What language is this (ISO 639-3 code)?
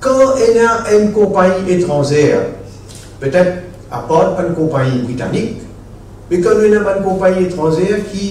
mfe